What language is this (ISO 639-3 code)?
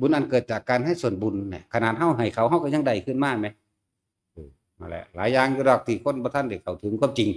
tts